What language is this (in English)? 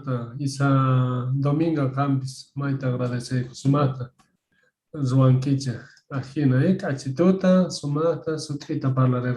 Quechua